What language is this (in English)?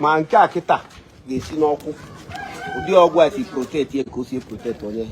Igbo